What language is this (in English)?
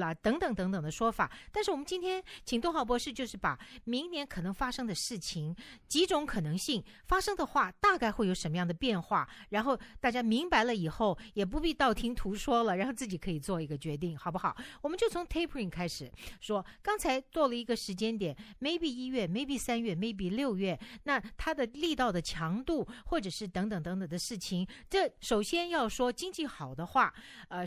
Chinese